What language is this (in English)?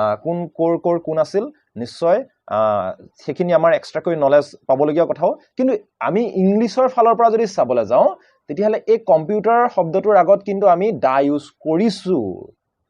Assamese